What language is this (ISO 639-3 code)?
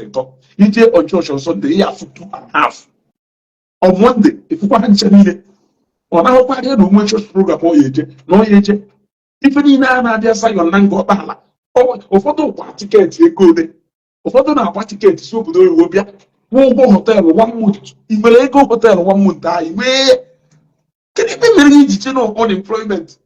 ibo